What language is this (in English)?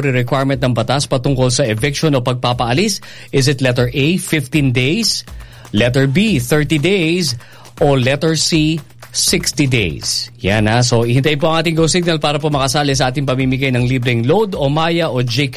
Filipino